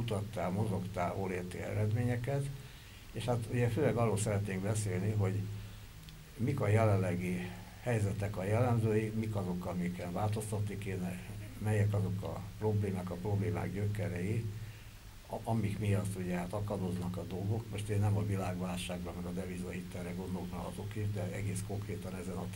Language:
Hungarian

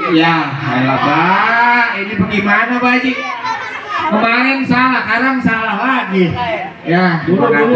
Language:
Betawi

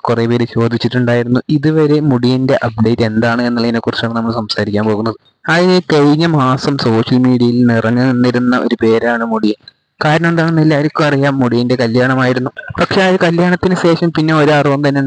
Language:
Malayalam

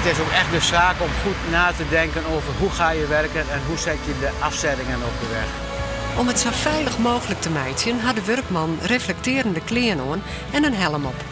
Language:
Western Frisian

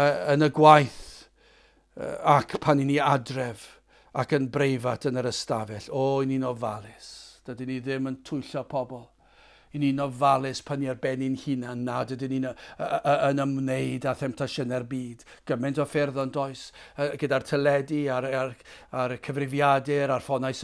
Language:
Welsh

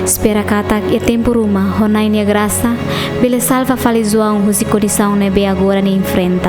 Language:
Tetum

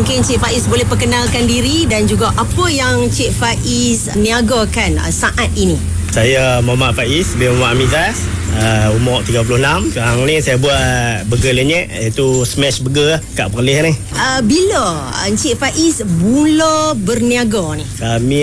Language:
Malay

